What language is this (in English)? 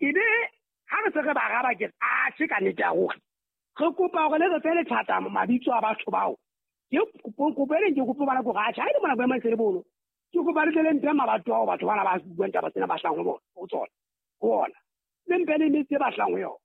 Southern Sotho